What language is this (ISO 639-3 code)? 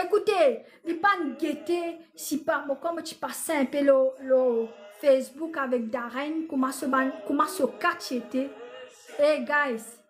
mfe